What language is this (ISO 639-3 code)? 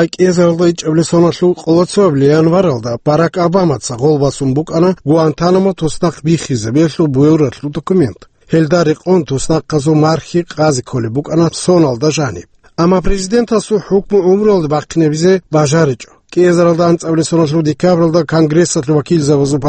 ava